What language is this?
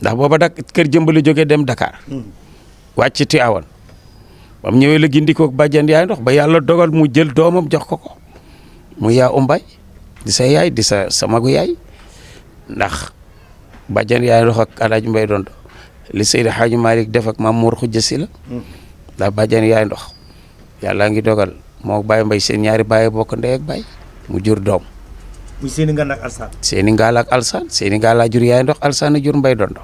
Wolof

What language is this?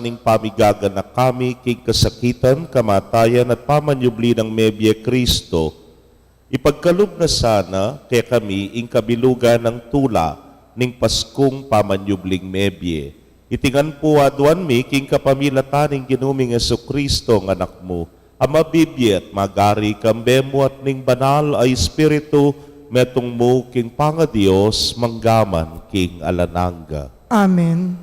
Pampanga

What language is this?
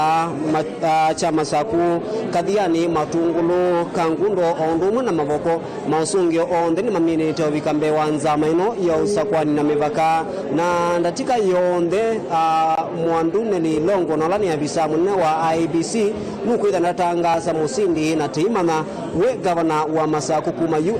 Kamba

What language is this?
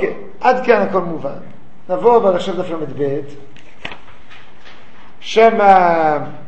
Hebrew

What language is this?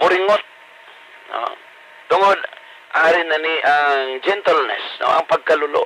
Hiligaynon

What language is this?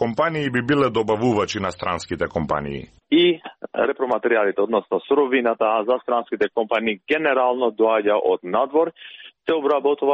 Macedonian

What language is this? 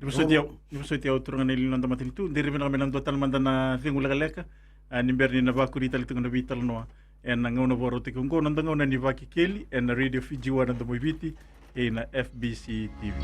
Fijian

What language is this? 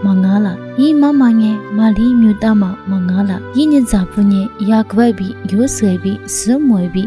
Lisu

